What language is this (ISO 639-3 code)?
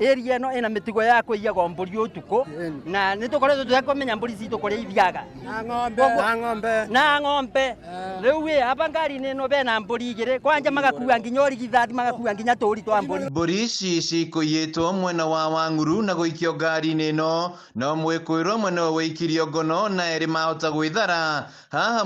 kik